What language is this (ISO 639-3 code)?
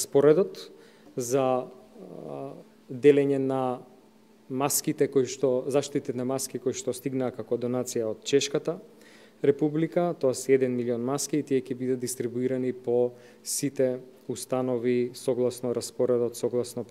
mkd